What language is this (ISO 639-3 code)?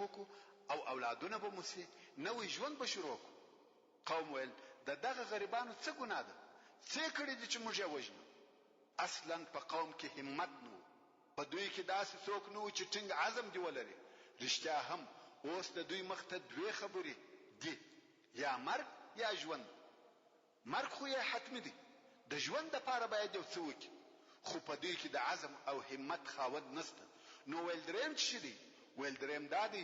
pus